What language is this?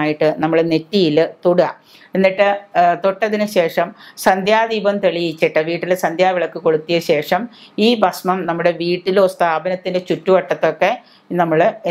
Malayalam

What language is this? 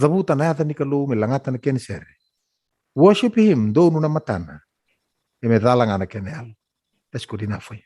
Fijian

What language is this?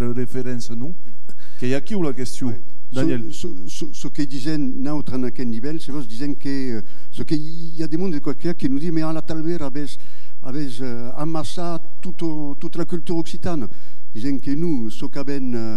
Occitan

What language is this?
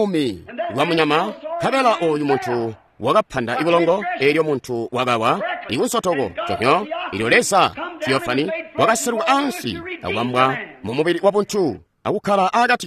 Tonga (Zambia)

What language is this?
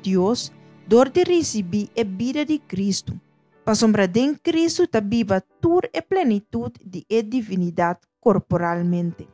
Papiamento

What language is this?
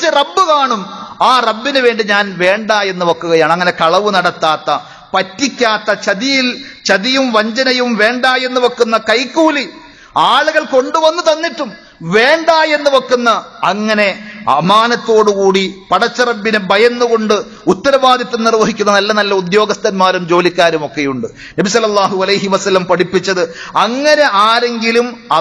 Malayalam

